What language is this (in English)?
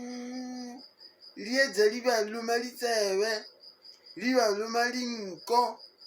Northern Sotho